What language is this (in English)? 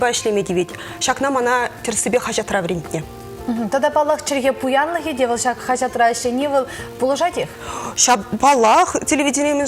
Chuvash